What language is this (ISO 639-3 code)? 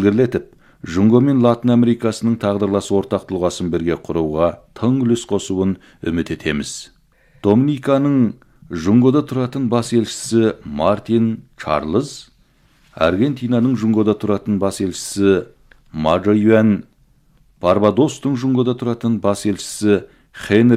kaz